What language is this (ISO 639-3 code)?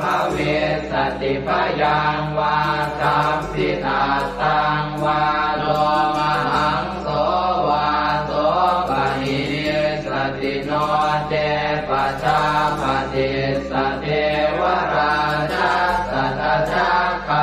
pli